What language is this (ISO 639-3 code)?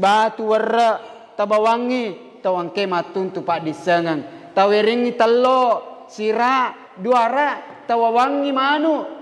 bug